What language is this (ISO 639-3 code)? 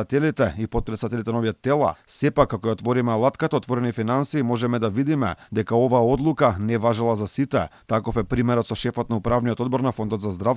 mkd